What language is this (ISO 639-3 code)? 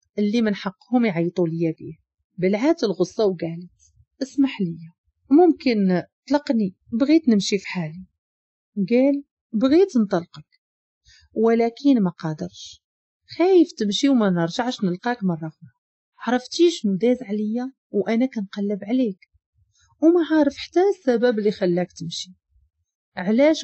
ary